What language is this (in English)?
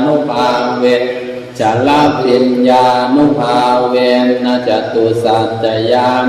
Pali